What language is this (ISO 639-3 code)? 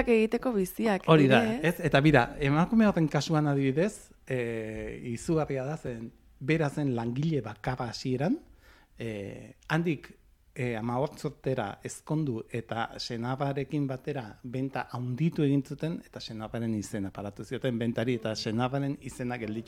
eus